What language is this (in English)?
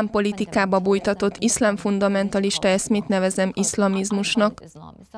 Hungarian